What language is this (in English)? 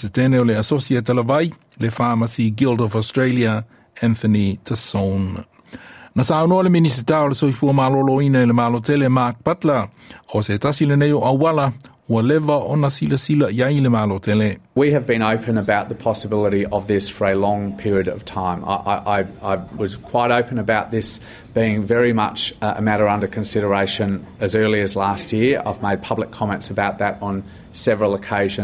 Samoan